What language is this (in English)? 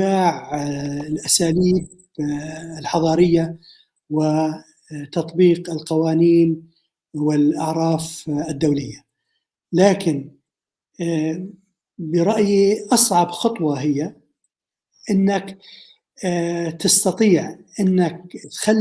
North Levantine Arabic